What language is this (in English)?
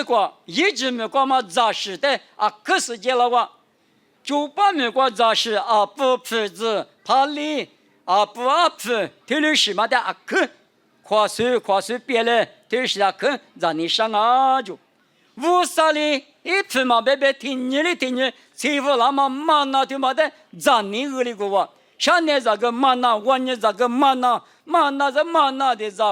Lisu